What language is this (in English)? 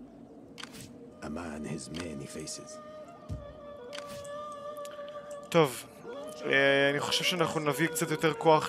Hebrew